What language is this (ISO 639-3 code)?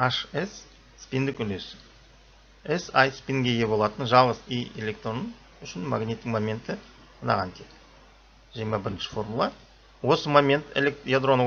kaz